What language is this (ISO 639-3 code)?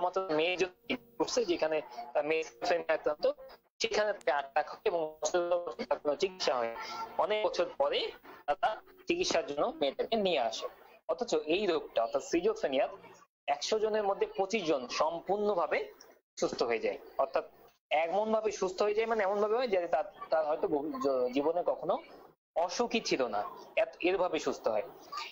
ben